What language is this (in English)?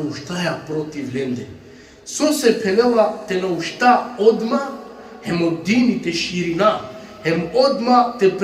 Balkan Romani